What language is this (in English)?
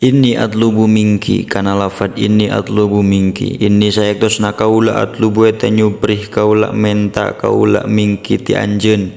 Sundanese